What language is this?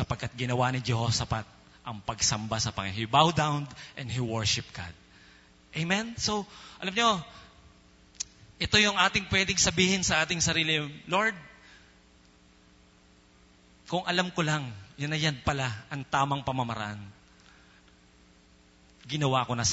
Filipino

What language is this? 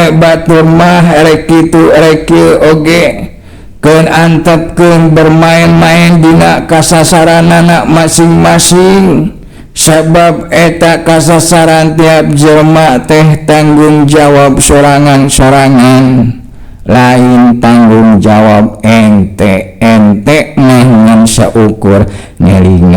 Sundanese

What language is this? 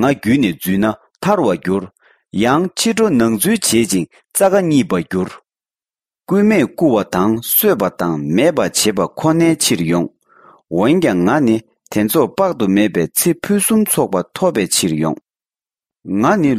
Tibetan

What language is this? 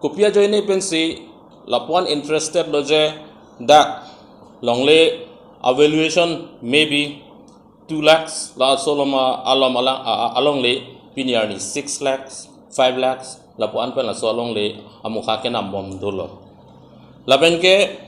Karbi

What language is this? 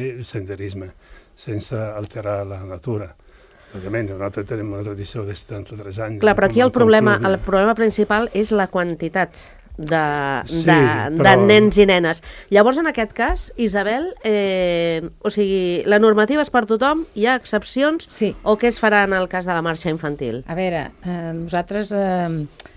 Catalan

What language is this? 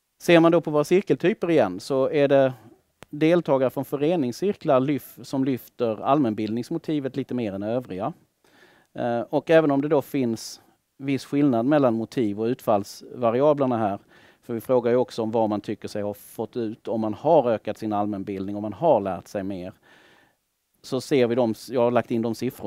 Swedish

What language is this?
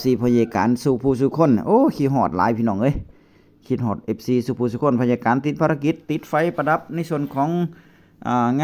Northeastern Thai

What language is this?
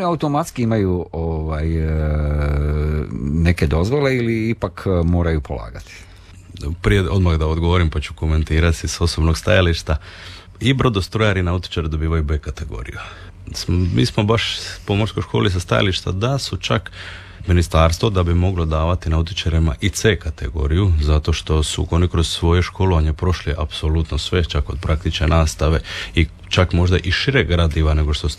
Croatian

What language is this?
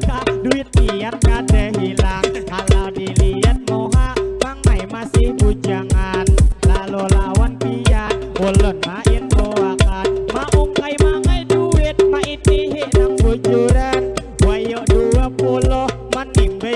Banjar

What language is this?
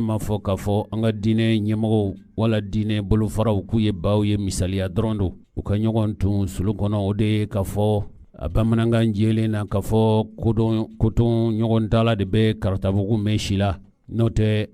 Bambara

